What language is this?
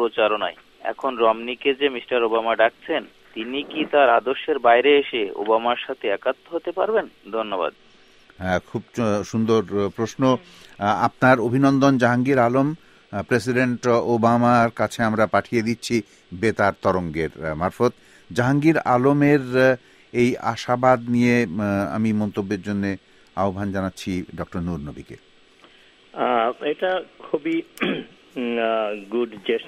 Bangla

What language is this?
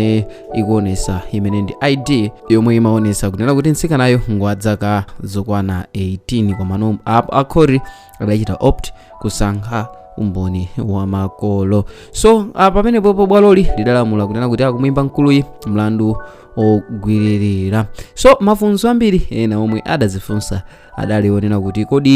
Nyanja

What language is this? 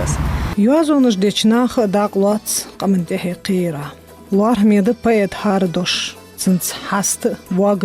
Ingush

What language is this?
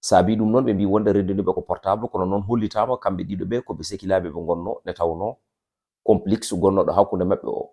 Fula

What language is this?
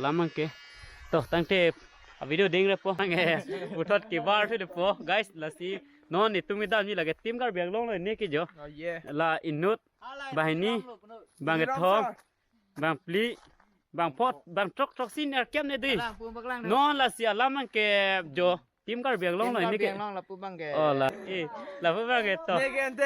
Karbi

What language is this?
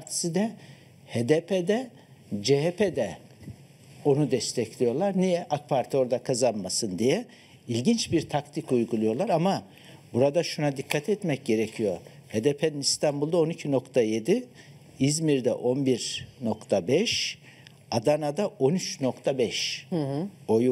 Turkish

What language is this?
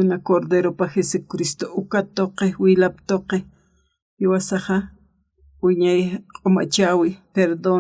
Aymara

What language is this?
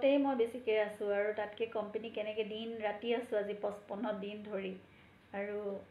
Assamese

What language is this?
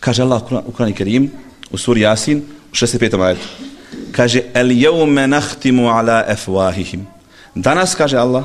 Bosnian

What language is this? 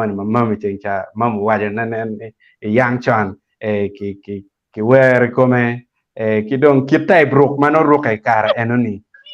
Acoli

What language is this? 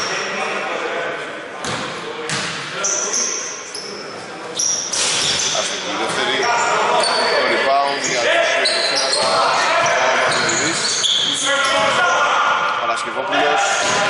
Greek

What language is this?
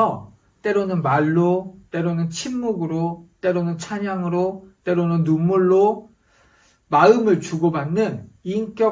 Korean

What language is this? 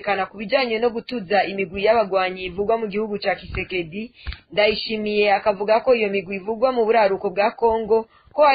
Rundi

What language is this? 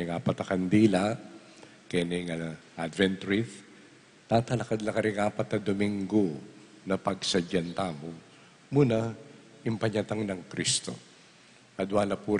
Pampanga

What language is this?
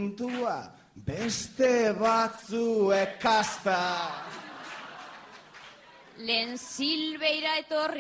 Basque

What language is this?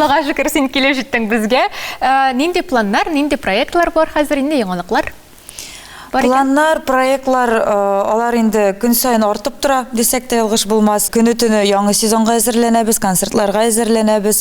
Tatar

